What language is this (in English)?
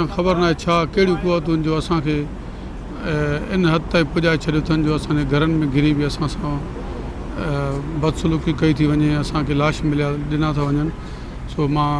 Sindhi